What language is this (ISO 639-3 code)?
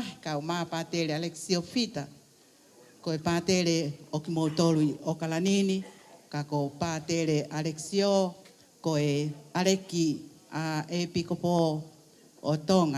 ton